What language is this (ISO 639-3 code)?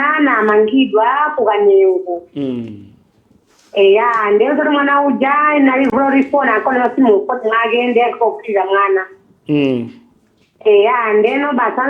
nya